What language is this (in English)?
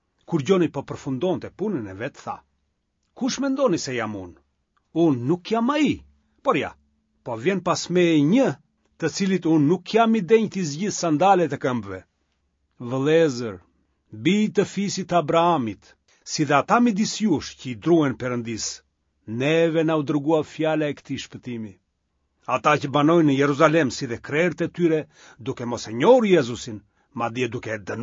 Albanian